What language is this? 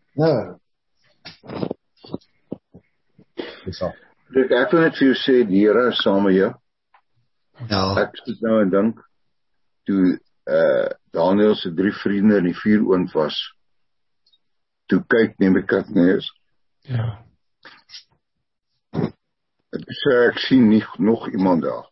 Afrikaans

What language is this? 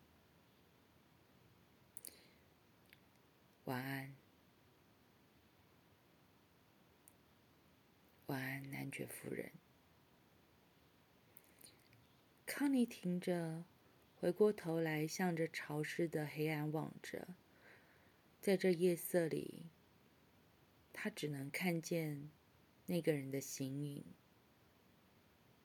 Chinese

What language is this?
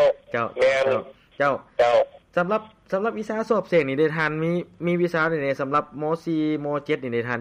Lao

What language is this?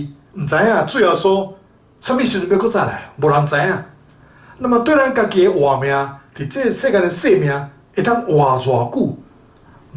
Min Nan Chinese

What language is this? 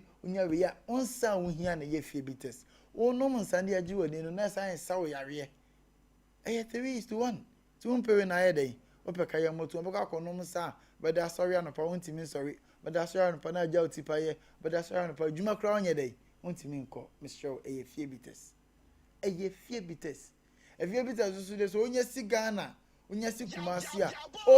Akan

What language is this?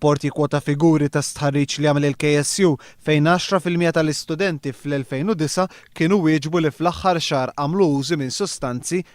Maltese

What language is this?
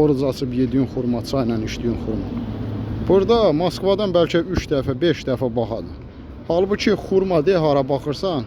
Azerbaijani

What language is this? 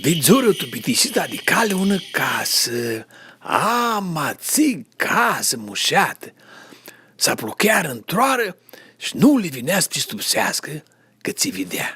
Aromanian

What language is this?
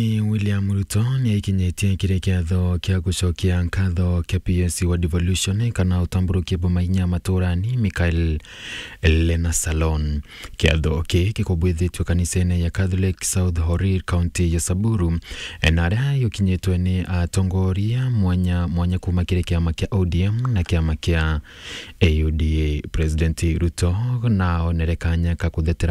Meru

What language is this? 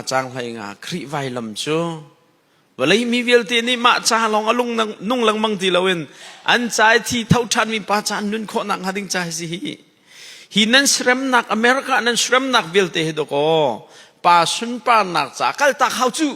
Hakha Chin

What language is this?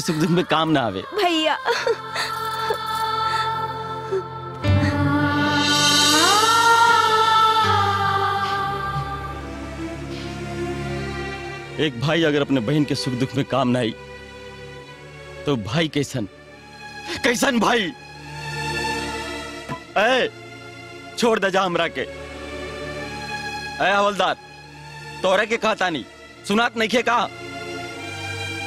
Bhojpuri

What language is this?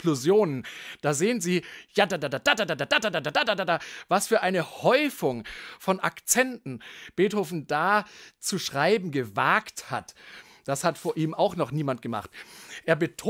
German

